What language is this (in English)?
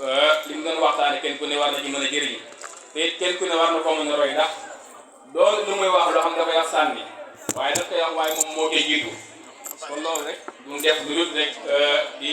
Wolof